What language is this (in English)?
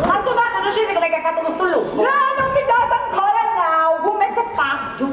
Sardinian